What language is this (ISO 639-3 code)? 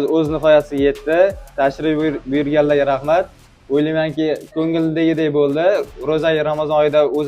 uzb